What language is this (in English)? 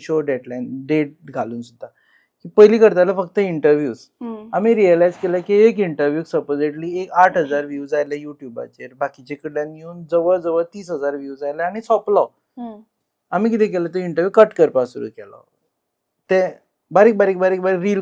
Konkani